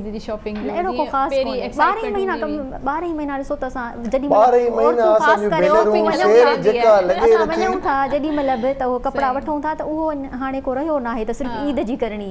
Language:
Sindhi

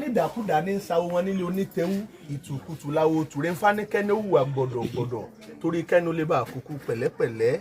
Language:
Yoruba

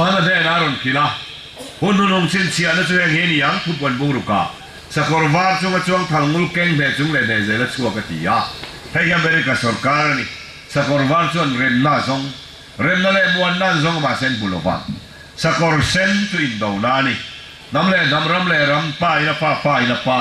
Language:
Falam Chin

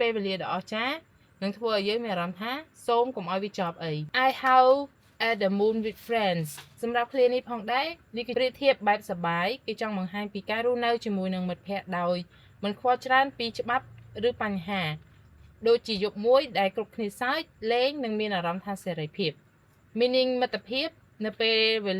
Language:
Khmer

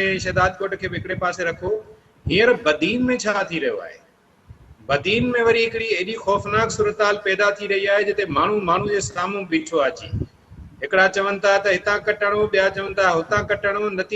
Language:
Sindhi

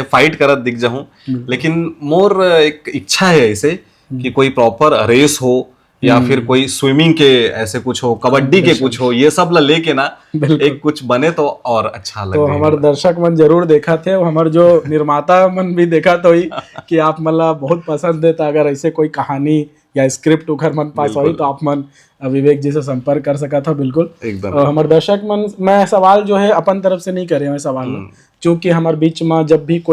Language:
Chhattisgarhi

